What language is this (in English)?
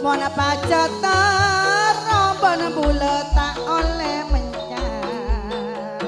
Madurese